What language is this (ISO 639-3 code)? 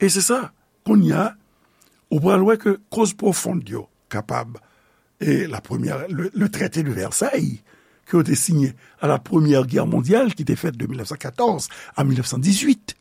hat